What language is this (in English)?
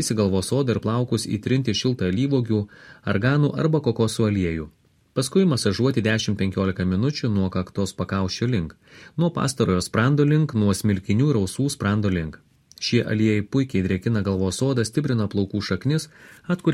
Lithuanian